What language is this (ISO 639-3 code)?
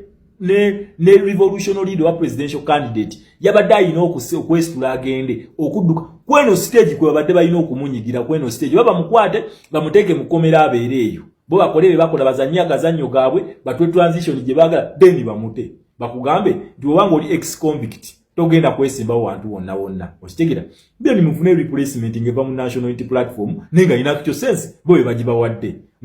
lug